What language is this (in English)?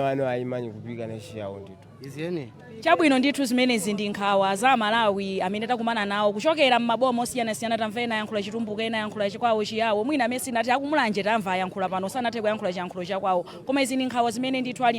Nyanja